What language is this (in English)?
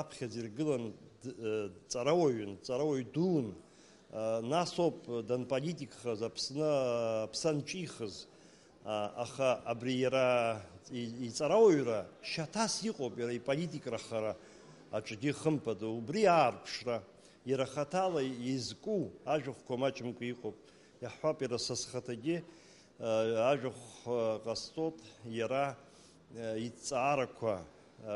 Abkhazian